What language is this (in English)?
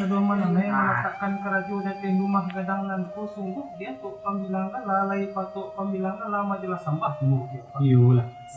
Minangkabau